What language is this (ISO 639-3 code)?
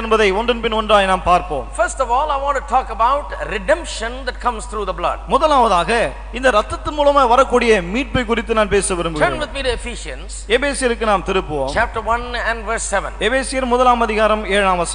tam